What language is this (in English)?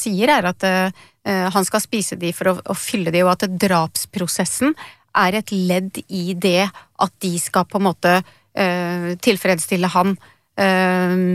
Norwegian